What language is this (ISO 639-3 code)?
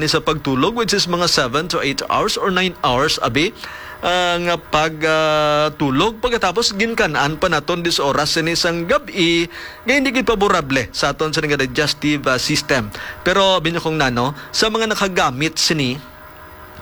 hil